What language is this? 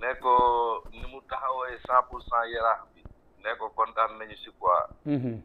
Wolof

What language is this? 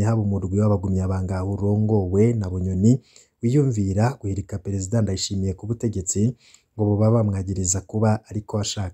Rundi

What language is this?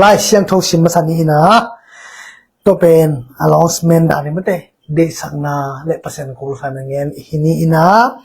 Tedim Chin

